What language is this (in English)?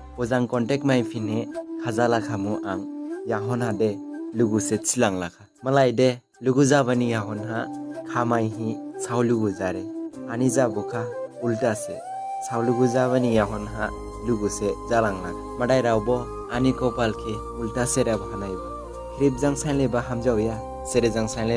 Dimasa